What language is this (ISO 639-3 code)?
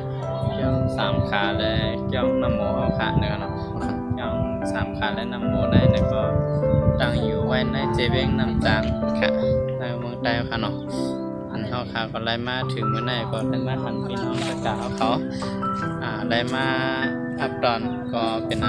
shn